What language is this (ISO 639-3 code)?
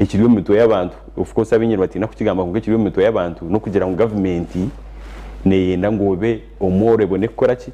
nyn